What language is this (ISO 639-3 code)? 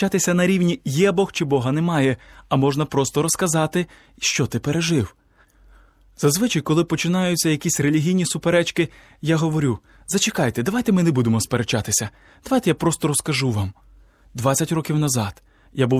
ukr